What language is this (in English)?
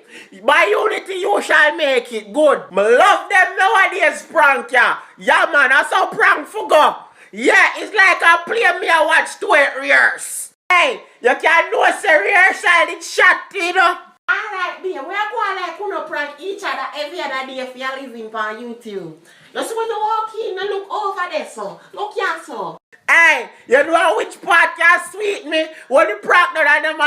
Jamaican Creole English